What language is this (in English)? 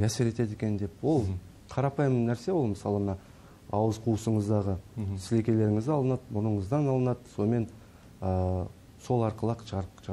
Kazakh